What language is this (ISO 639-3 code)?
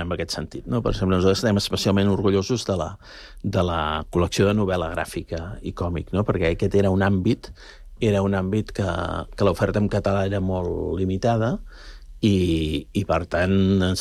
cat